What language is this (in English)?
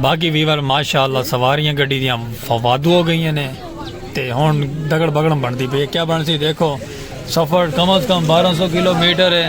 Saraiki